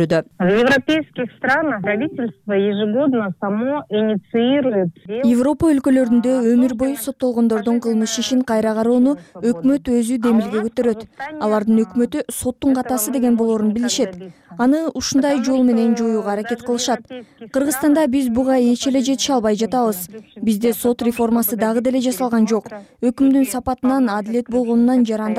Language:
Kyrgyz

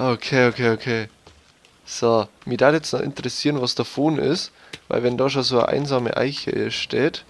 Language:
Bavarian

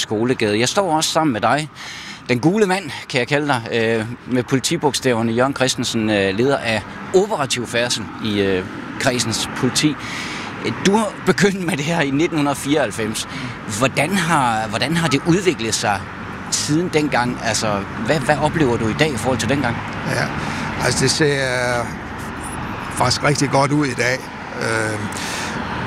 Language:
Danish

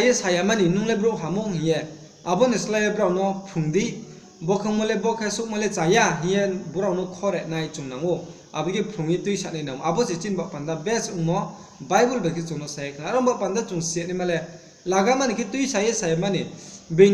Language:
Riang (India)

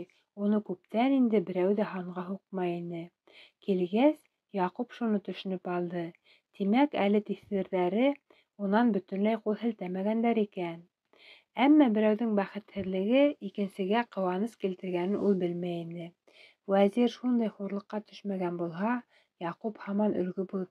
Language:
Bashkir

